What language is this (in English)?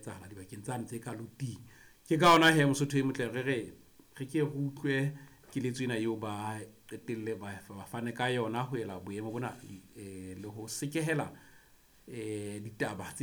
Southern Sotho